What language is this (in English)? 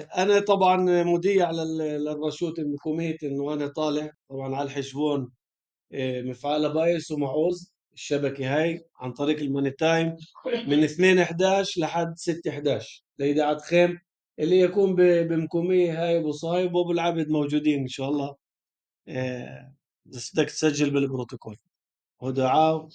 North Levantine Arabic